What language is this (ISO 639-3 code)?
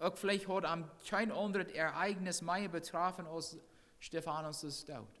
pdt